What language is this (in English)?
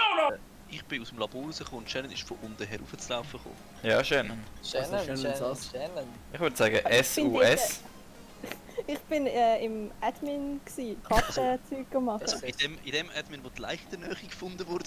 Swiss German